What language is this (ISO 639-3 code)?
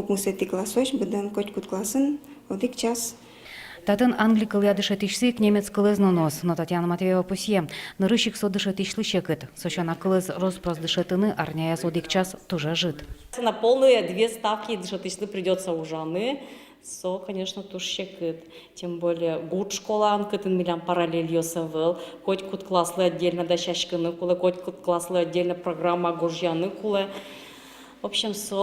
udm